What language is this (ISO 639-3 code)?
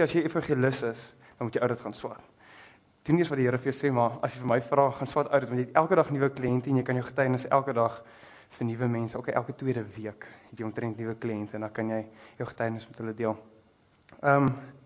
afr